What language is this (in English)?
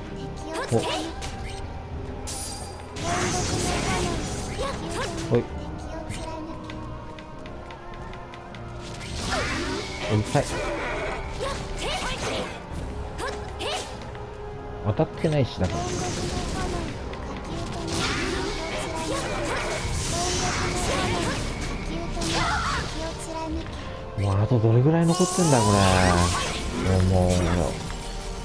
Japanese